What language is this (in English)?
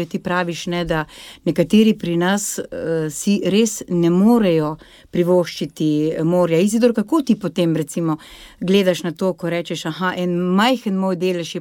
Slovenian